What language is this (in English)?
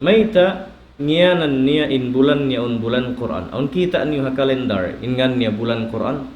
Tausug